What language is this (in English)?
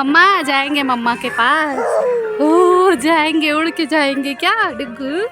Chhattisgarhi